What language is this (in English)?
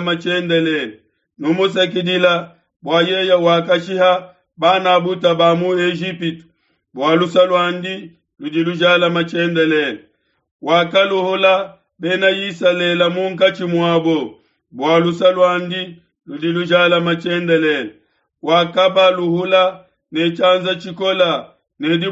Luba-Lulua